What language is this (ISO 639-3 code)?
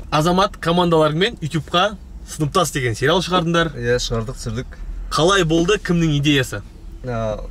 kaz